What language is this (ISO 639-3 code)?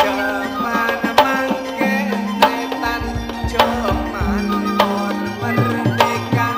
mad